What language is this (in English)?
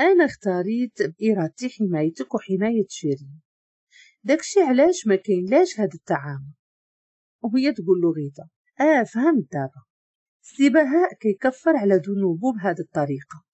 Moroccan Arabic